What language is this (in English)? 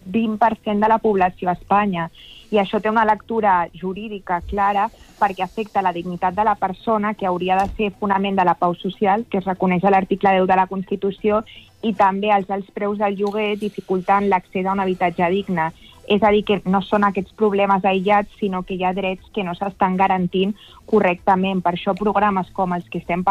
Catalan